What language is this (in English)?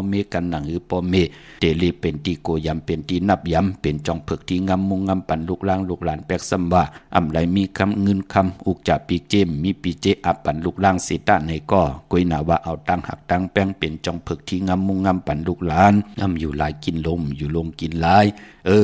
Shan